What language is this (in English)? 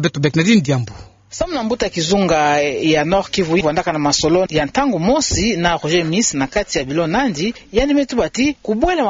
Kituba (Democratic Republic of Congo)